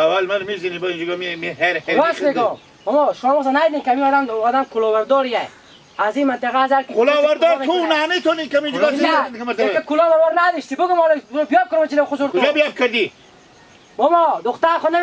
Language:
Hazaragi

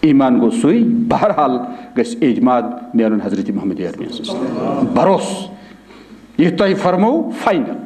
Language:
Kashmiri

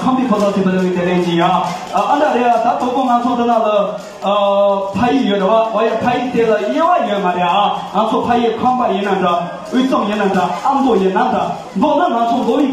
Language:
Tibetan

